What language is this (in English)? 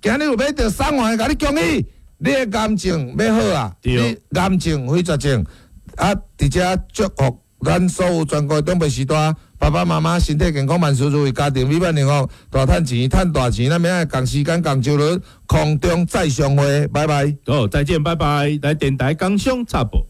Min Nan Chinese